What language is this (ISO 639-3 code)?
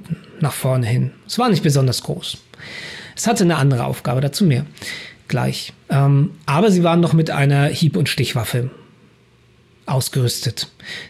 deu